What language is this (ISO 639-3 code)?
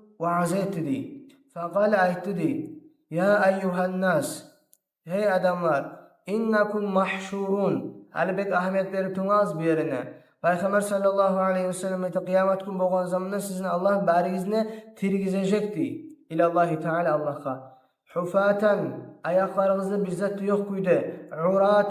kum